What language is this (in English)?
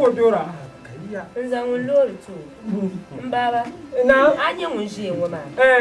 Dagbani